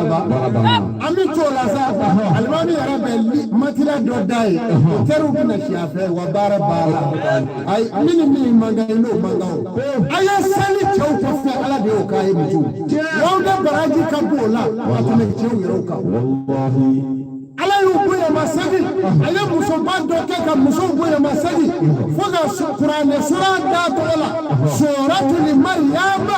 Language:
Bambara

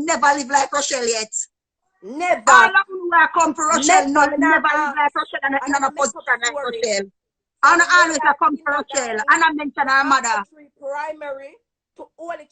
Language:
Jamaican Creole English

